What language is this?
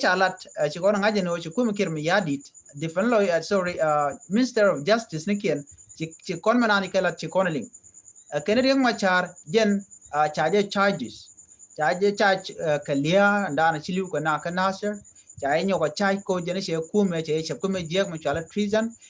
Nuer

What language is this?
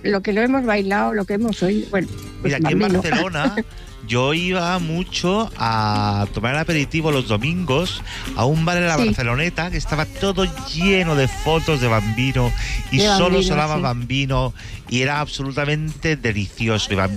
Spanish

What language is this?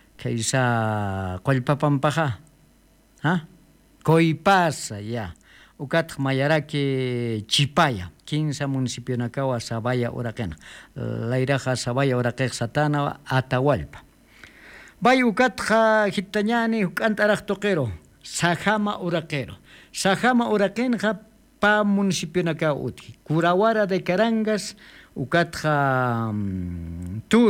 Aymara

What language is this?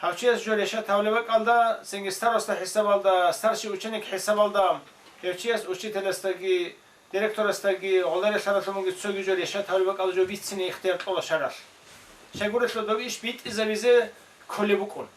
Avaric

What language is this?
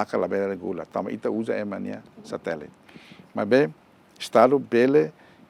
Tetum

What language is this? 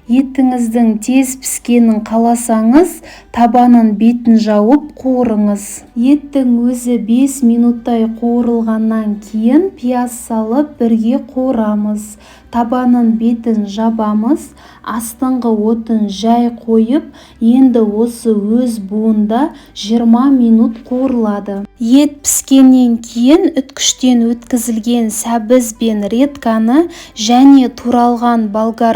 Kazakh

